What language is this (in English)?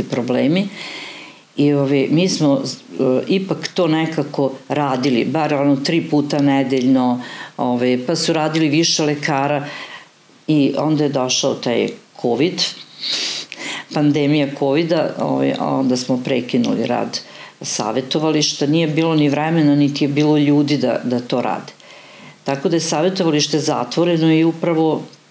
Serbian